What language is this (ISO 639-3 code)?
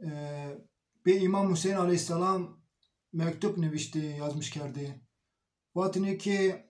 zza